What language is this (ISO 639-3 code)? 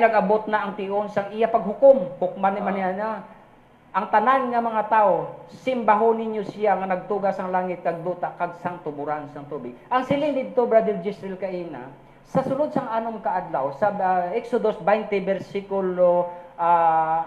hil